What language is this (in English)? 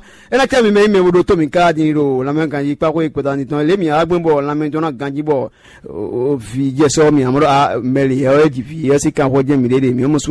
Fon